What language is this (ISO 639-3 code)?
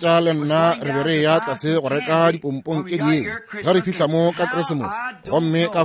nso